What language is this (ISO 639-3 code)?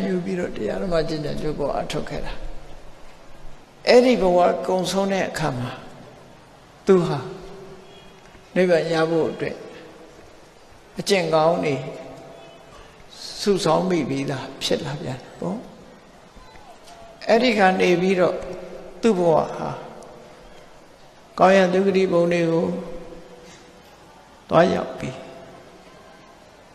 mya